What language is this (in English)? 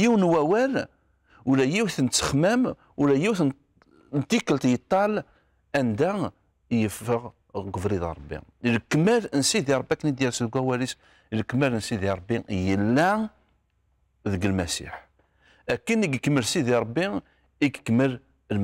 Kabyle